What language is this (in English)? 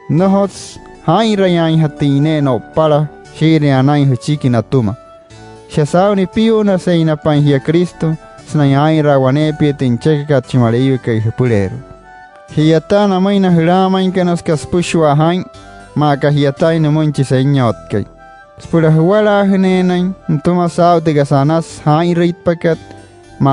Wayuu